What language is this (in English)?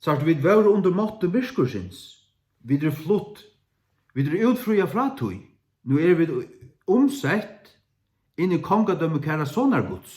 Faroese